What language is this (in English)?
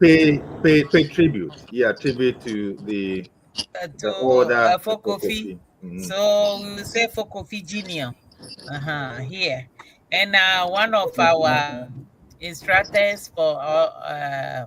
Ewe